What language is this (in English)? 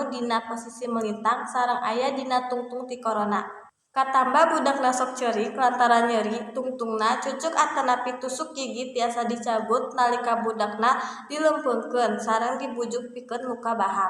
Sundanese